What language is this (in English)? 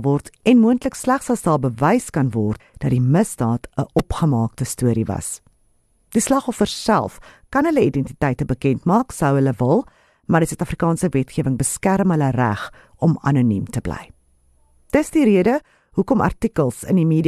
Afrikaans